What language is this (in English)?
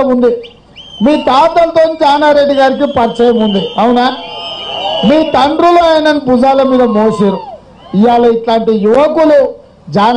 Telugu